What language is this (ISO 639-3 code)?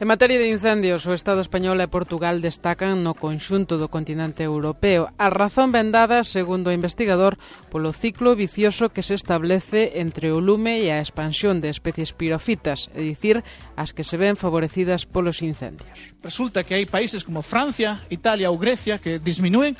glg